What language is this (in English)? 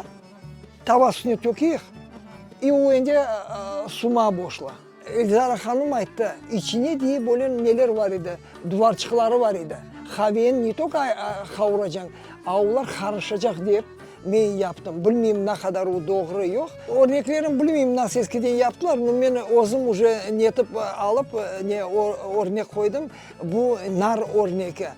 Crimean Tatar